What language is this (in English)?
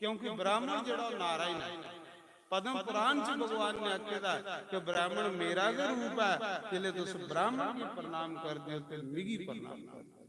Dogri